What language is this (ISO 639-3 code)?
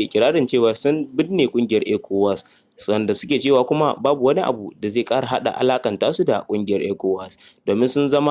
hau